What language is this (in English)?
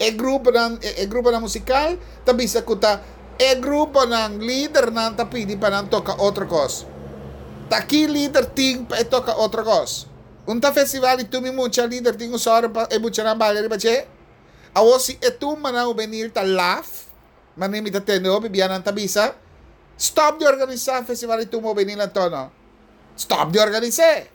Papiamento